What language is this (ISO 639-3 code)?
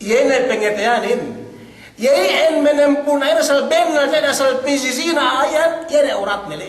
yka